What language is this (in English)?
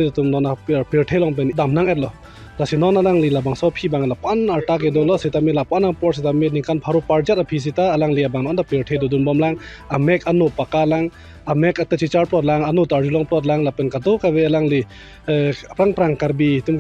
Karbi